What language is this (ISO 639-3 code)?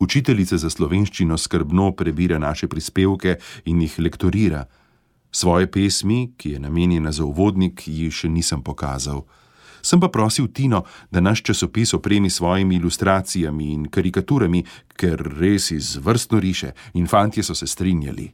slv